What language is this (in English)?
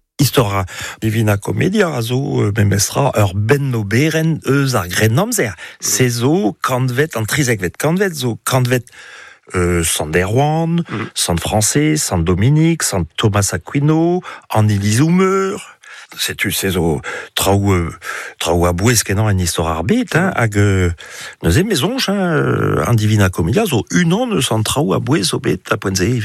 Breton